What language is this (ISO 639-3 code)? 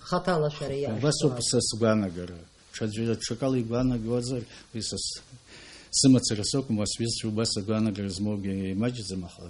abk